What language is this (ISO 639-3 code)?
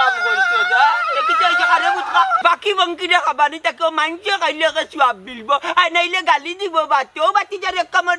syl